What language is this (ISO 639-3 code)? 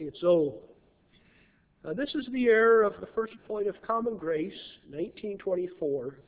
eng